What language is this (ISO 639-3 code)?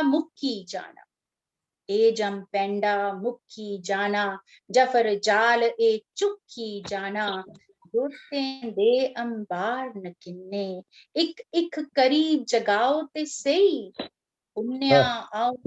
doi